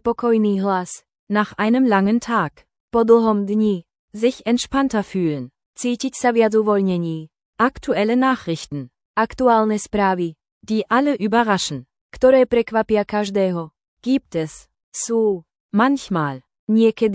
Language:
Slovak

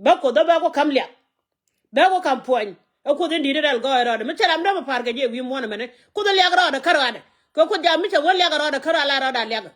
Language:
Nuer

